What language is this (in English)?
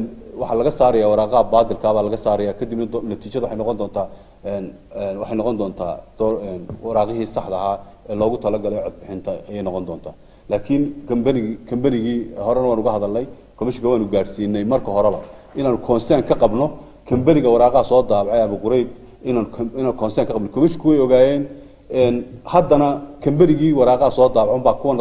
Somali